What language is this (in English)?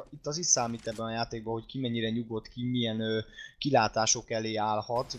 Hungarian